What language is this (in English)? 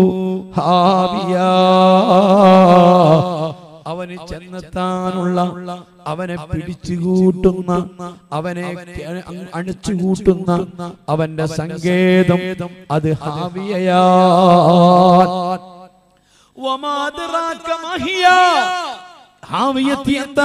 Malayalam